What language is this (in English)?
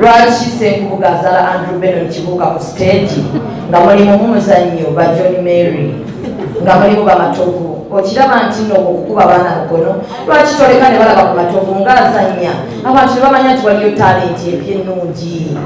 Ganda